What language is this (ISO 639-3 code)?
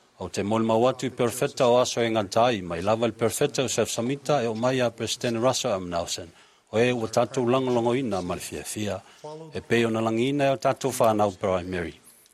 smo